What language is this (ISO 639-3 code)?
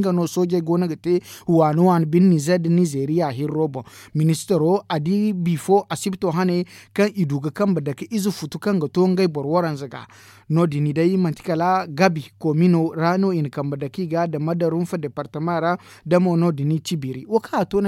dje